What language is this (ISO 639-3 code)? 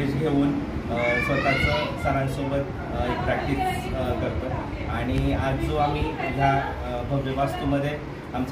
mar